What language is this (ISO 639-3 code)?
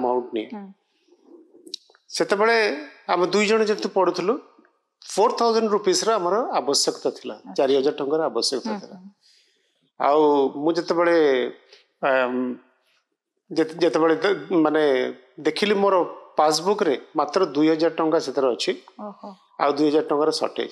ori